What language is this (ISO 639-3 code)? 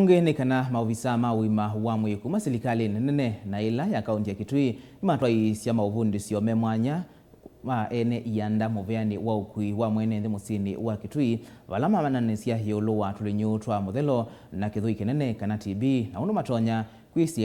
kam